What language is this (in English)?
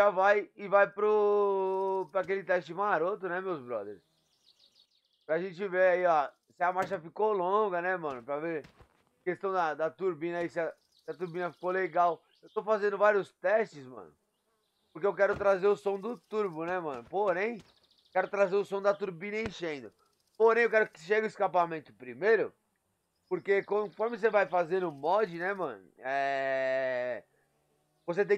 Portuguese